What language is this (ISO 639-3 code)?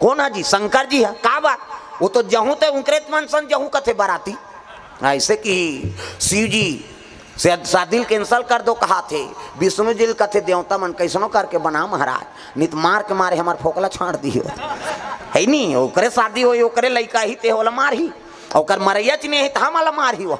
hne